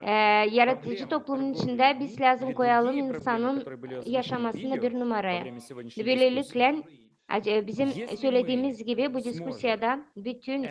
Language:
Gagauz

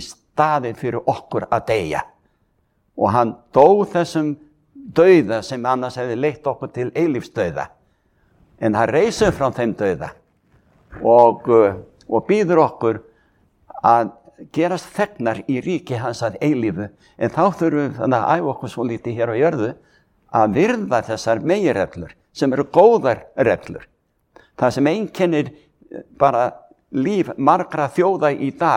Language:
Icelandic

